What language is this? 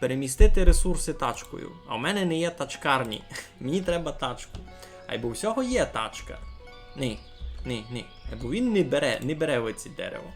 Rusyn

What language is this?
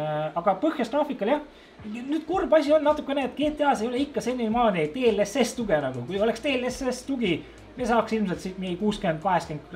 Estonian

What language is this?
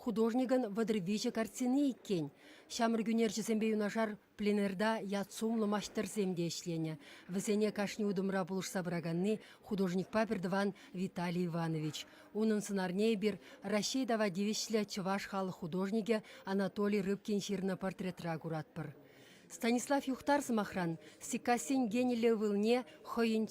Chuvash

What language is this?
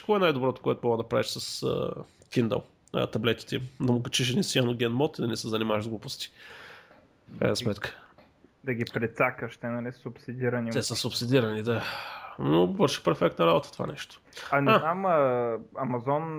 Bulgarian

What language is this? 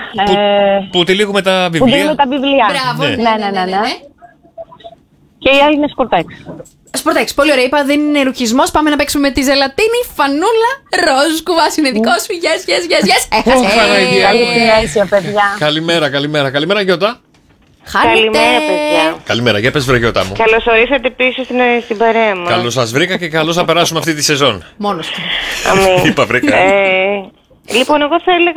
Greek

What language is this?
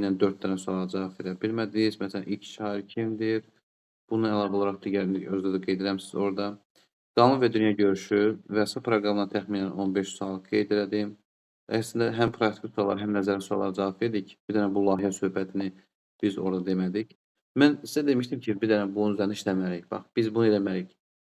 Azerbaijani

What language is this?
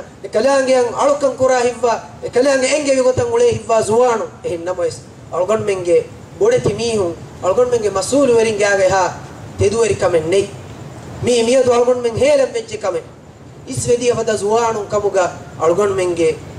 Divehi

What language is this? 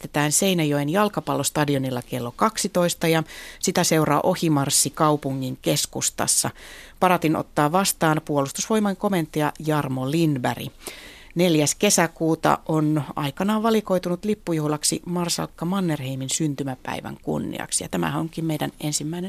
Finnish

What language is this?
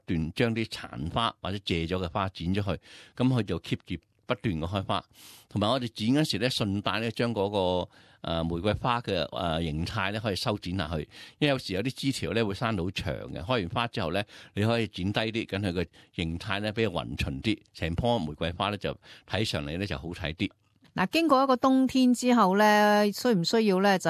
Cantonese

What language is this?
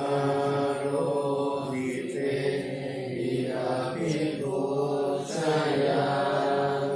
Pali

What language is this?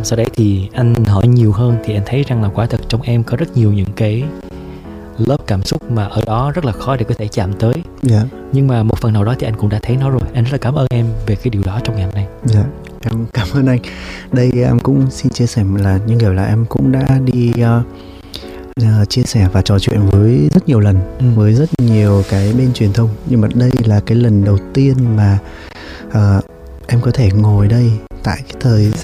Vietnamese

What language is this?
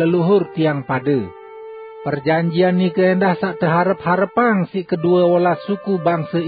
Sasak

